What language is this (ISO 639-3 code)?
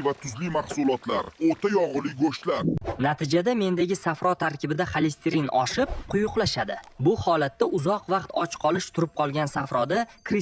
uzb